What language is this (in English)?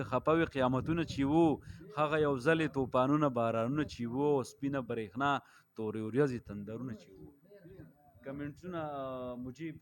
Pashto